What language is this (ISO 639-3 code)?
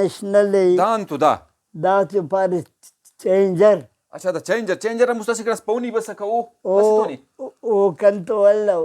brh